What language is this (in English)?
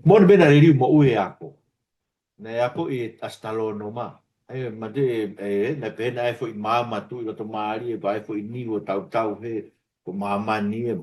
Tongan